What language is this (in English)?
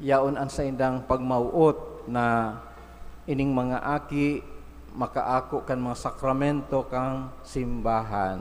Bikol